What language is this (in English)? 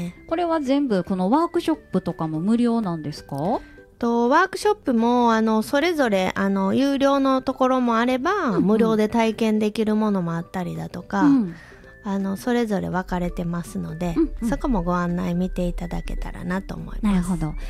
Japanese